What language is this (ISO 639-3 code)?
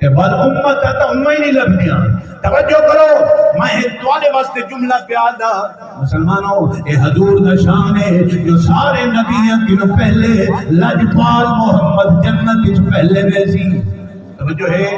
skr